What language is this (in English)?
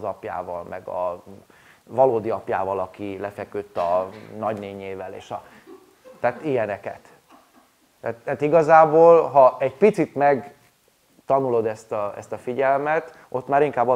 Hungarian